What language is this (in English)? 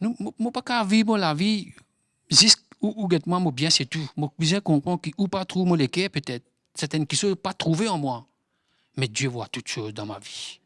Morisyen